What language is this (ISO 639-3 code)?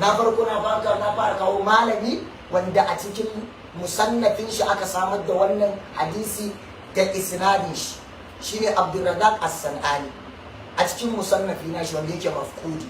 hau